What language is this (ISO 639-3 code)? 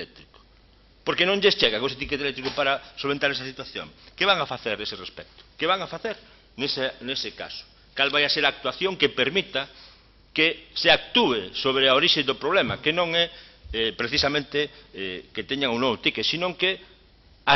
glg